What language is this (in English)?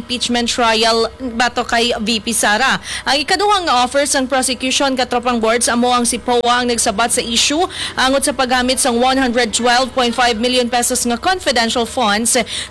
Hiligaynon